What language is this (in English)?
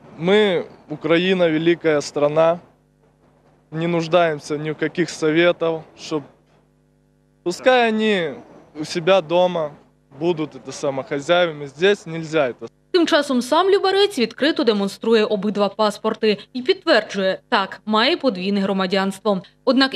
Ukrainian